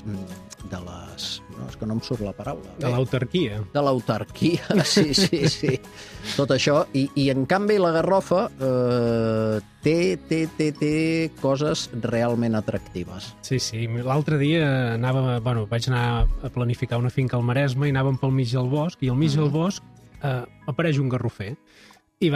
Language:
Catalan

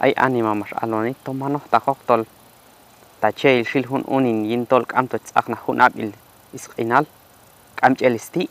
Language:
Q'anjob'al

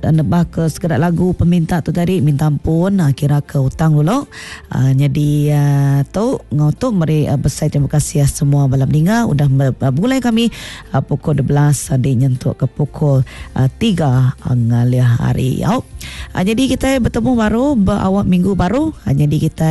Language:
Iban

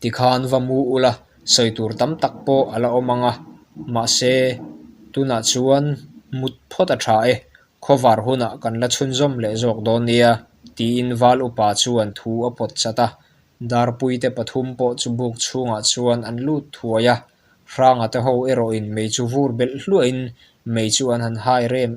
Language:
Mizo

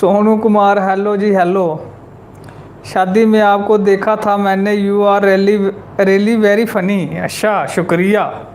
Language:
Dogri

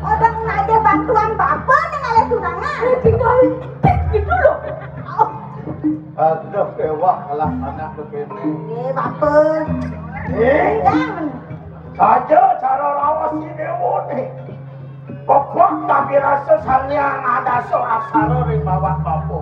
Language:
Balinese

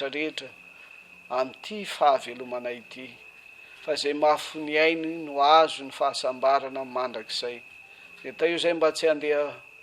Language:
Malagasy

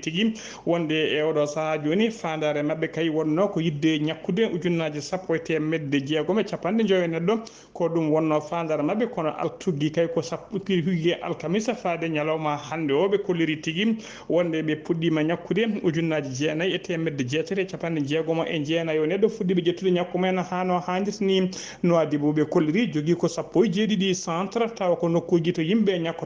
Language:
Fula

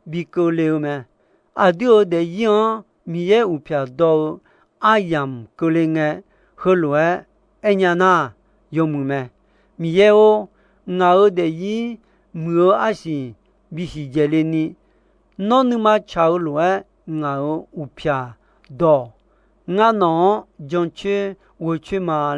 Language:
Akha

